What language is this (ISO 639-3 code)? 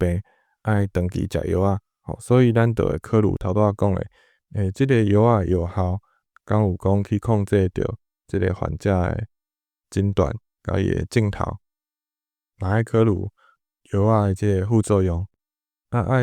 nan